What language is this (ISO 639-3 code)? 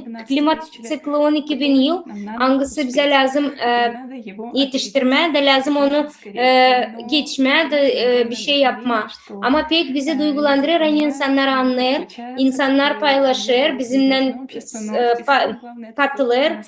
gag